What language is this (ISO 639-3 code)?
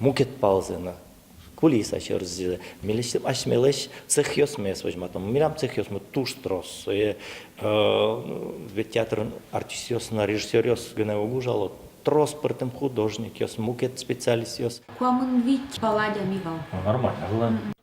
udm